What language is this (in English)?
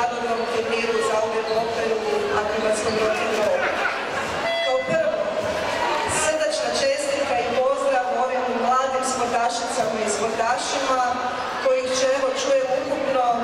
Croatian